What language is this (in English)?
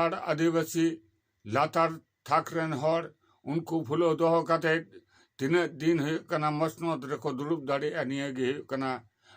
Santali